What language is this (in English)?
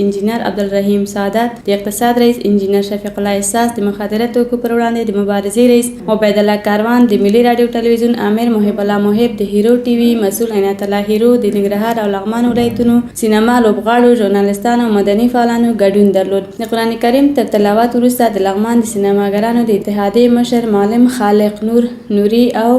Pashto